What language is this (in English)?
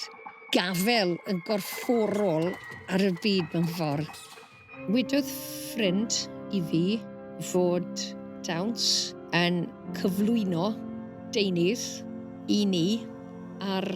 Welsh